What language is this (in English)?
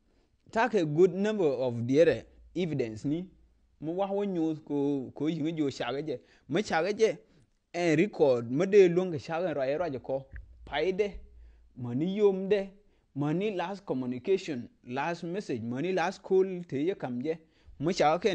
Nuer